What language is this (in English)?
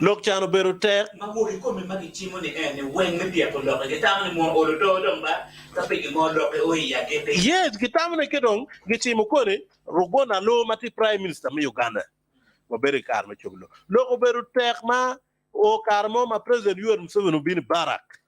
Acoli